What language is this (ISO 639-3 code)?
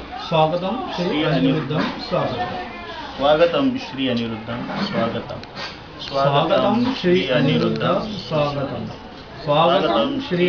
mar